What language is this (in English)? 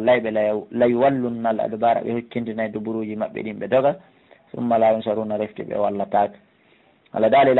Pular